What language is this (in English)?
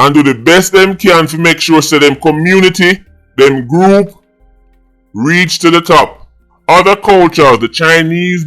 Jamaican Creole English